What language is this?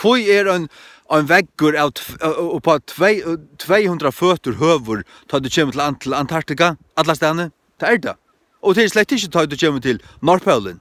Faroese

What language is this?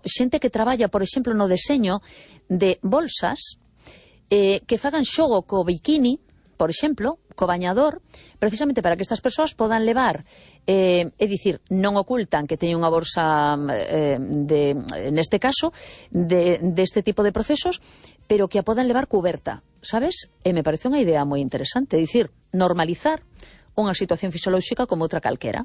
Galician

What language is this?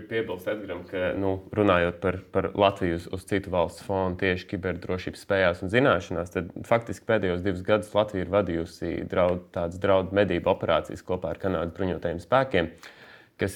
Latvian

